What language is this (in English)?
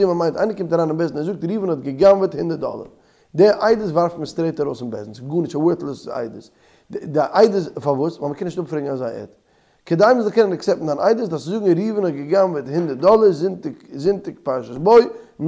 Yiddish